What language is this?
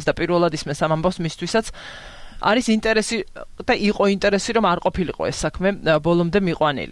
Georgian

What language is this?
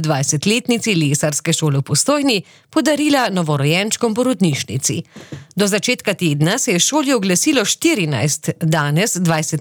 Slovenian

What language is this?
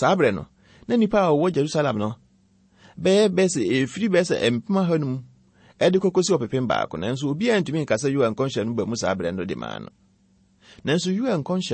Akan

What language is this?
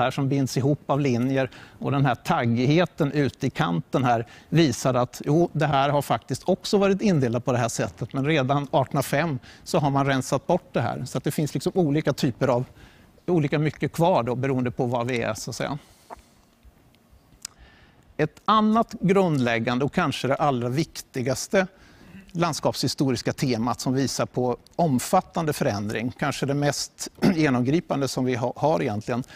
Swedish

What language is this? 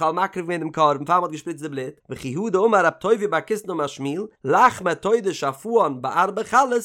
Yiddish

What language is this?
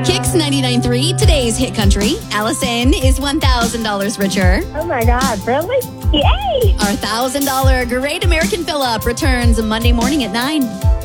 English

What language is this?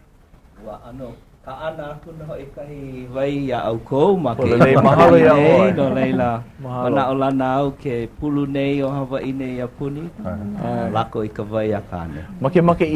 Hawaiian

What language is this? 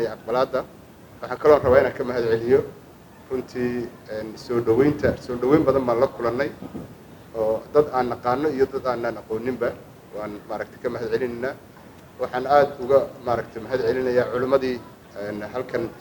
Somali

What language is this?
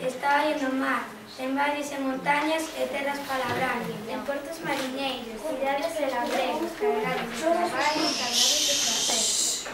Galician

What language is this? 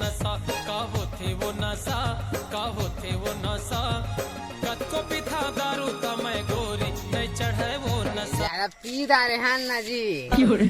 Chhattisgarhi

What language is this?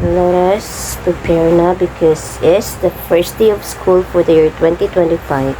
Hiligaynon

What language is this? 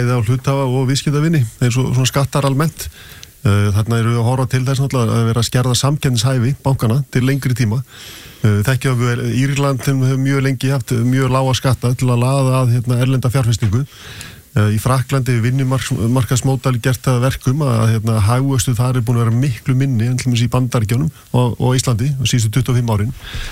Icelandic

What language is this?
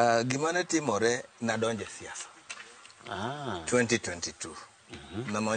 Luo (Kenya and Tanzania)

